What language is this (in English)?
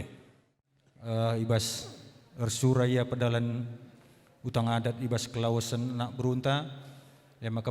Batak Karo